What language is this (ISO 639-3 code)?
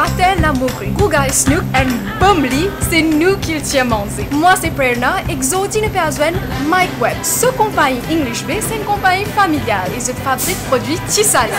mfe